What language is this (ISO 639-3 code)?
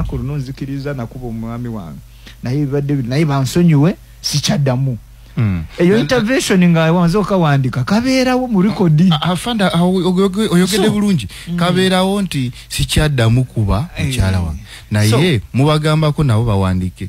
lug